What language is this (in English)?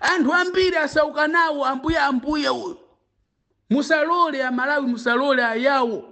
Nyanja